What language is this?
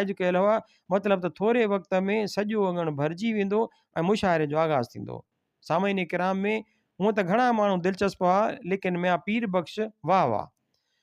Sindhi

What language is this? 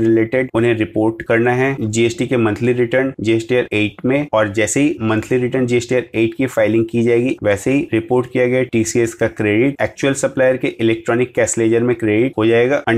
Hindi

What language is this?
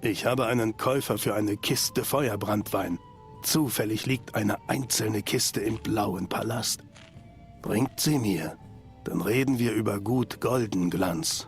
Swiss German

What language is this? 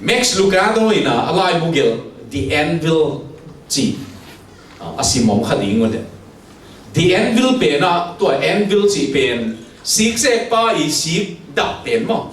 Tedim Chin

